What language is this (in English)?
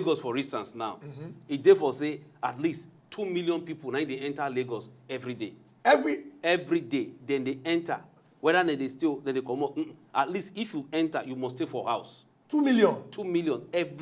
Nigerian Pidgin